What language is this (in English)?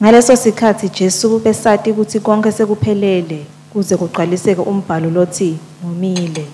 Swati